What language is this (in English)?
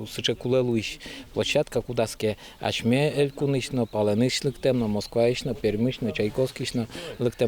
Udmurt